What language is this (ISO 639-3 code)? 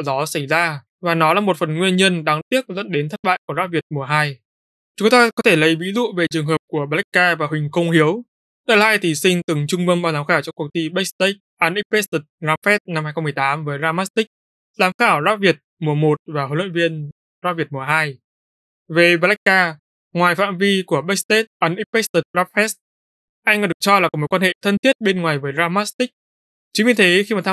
vie